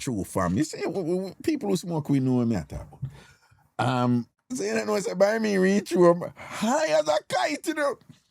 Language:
Jamaican Creole English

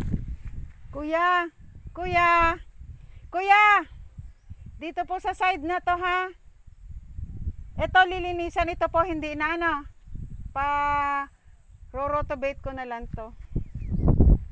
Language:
Filipino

